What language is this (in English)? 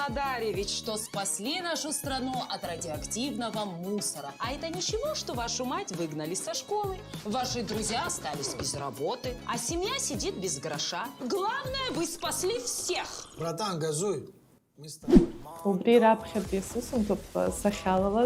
Abkhazian